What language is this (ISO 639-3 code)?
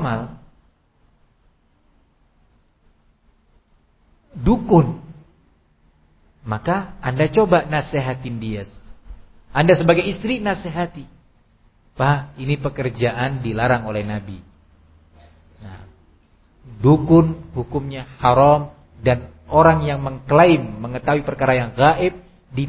ind